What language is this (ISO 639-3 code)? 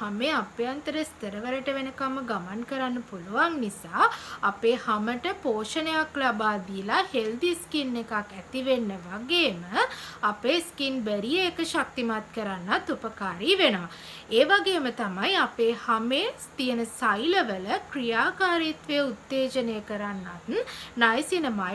sin